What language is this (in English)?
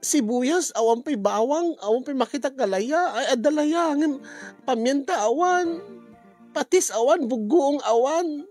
Iloko